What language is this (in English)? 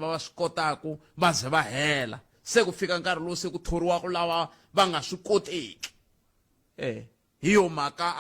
Tsonga